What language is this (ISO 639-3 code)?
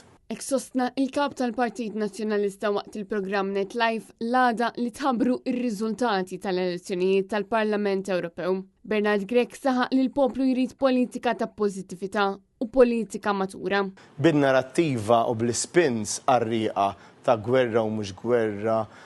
mlt